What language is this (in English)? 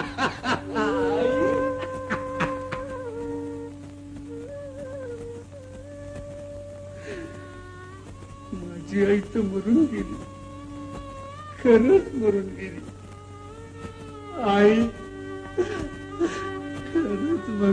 Marathi